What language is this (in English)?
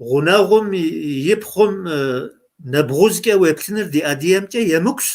Kabardian